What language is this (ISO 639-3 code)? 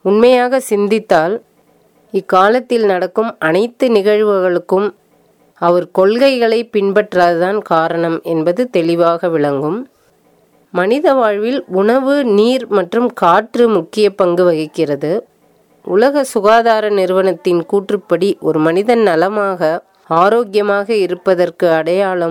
tam